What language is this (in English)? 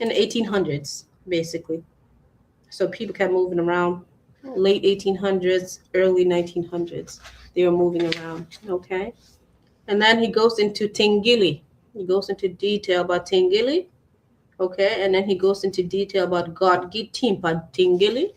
Acoli